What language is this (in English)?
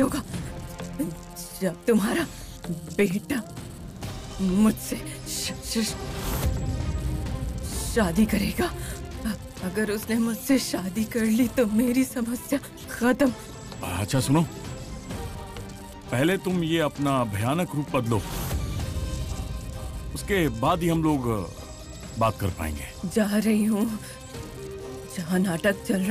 Hindi